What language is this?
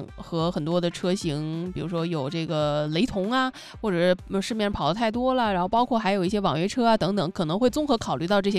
Chinese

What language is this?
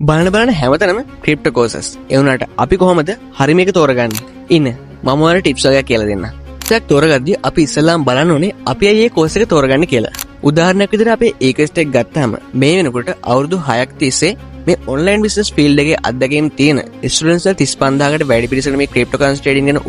Sinhala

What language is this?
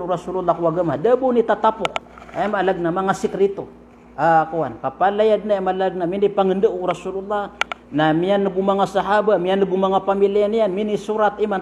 Maranao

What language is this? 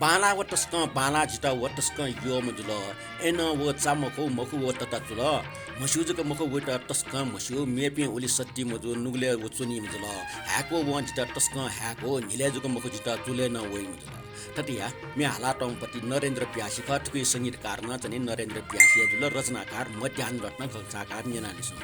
Newari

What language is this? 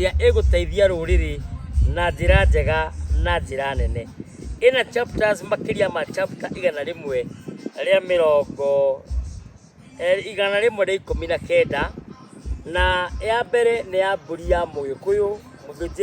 Kikuyu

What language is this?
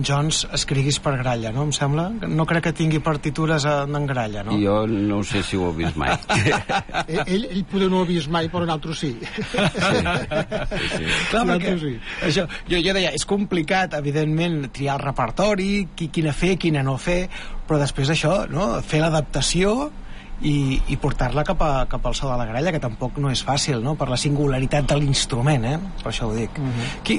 Catalan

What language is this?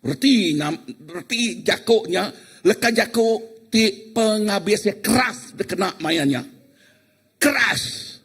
Iban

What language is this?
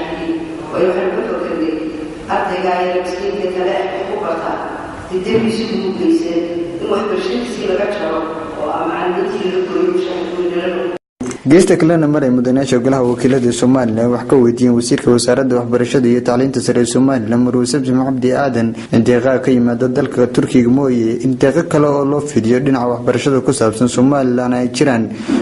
Somali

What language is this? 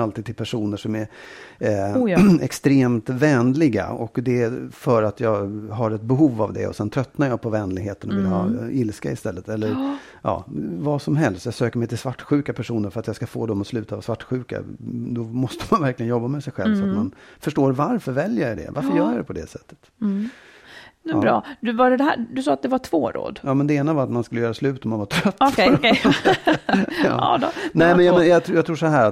Swedish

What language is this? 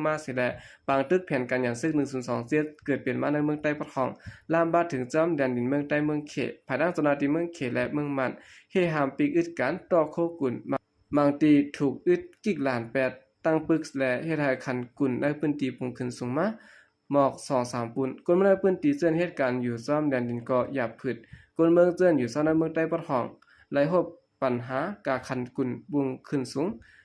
Shan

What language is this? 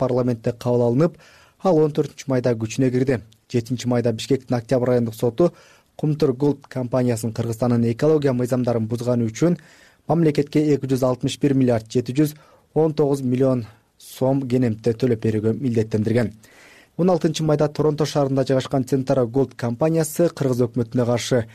Kyrgyz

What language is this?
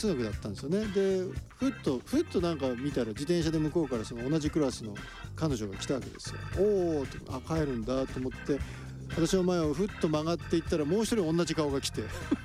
Japanese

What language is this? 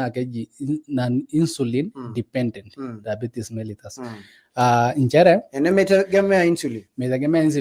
Masai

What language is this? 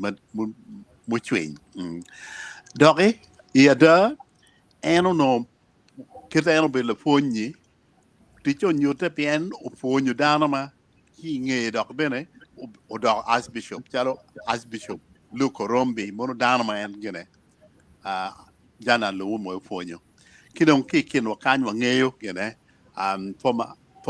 Acoli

